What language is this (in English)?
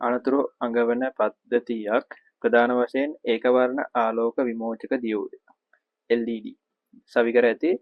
Sinhala